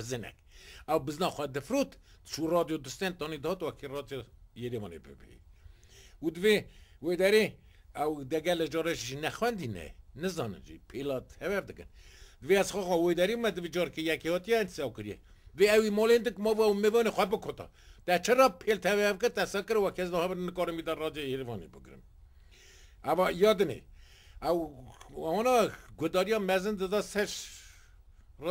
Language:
Kurdish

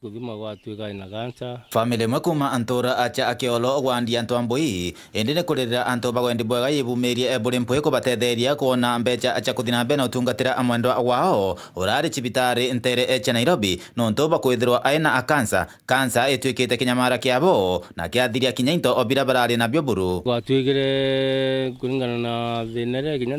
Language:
Meru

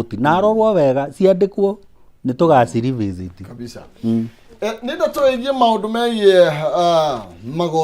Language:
Kikuyu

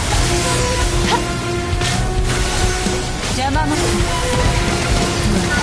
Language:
Japanese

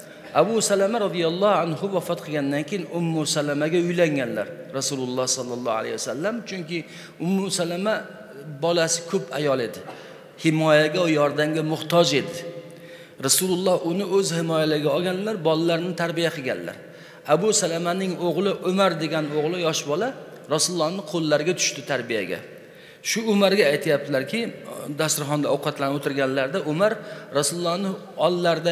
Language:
Uzbek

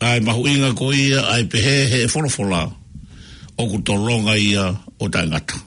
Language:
Tongan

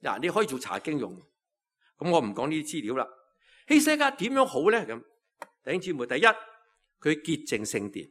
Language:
Cantonese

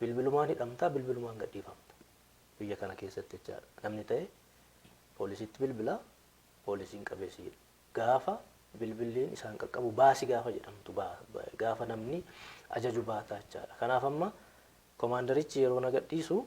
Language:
Oromo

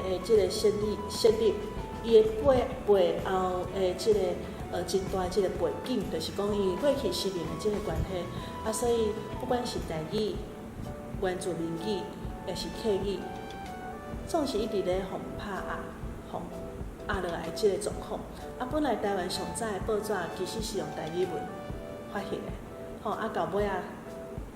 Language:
Min Nan Chinese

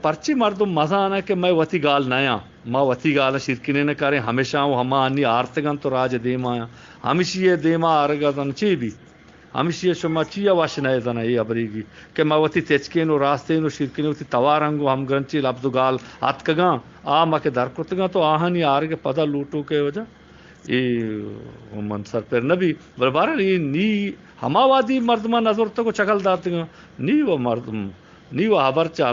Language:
Eastern Balochi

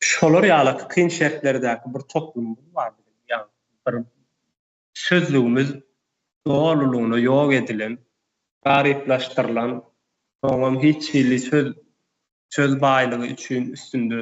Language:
Turkmen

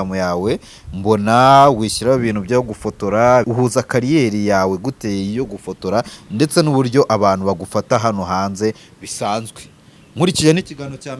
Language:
Kinyarwanda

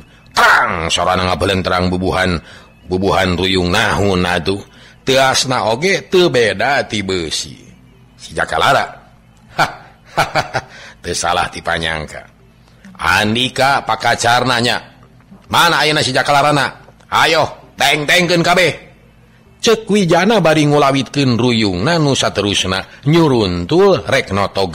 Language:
Sundanese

